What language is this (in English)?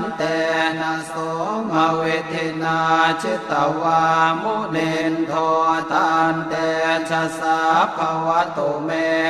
Pali